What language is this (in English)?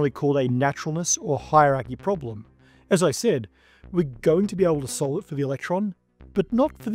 English